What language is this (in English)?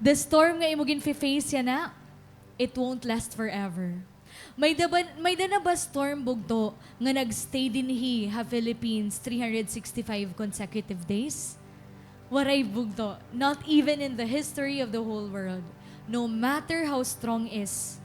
Waray